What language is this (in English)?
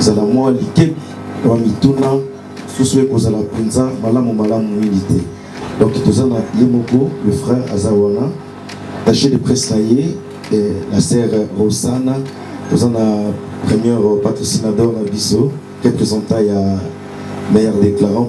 Lingala